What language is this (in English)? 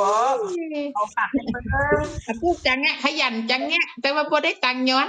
Northeastern Thai